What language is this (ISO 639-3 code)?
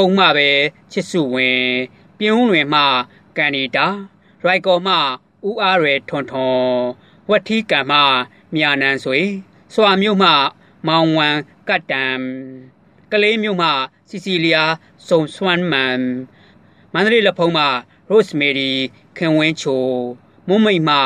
mya